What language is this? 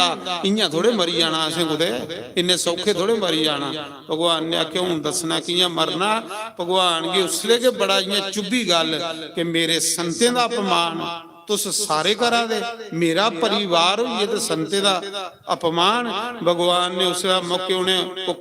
Dogri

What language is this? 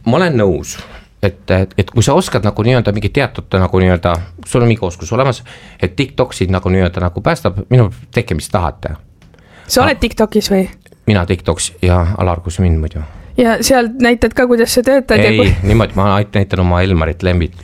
Estonian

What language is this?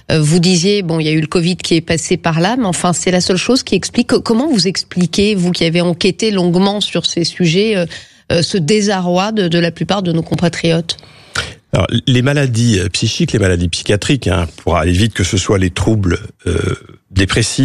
French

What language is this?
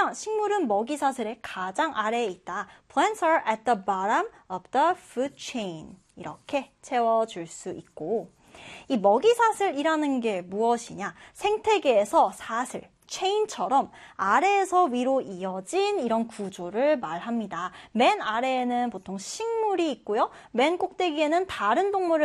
Korean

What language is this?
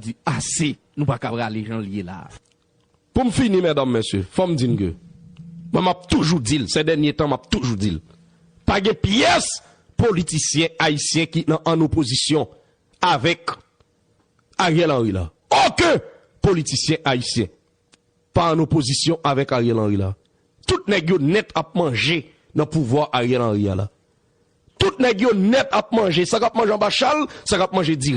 Haitian Creole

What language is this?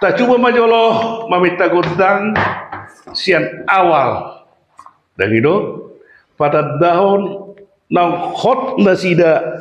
Batak Toba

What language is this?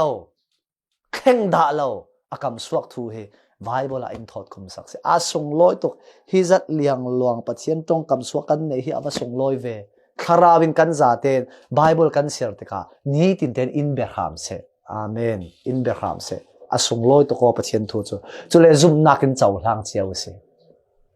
Falam Chin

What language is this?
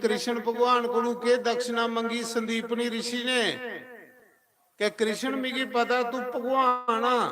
Dogri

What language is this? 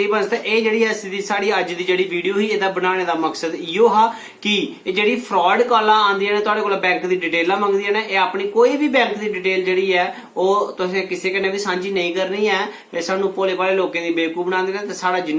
Dogri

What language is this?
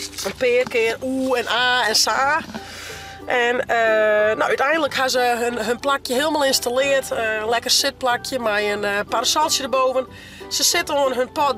Western Frisian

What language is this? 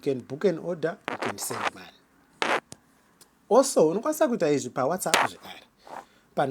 Shona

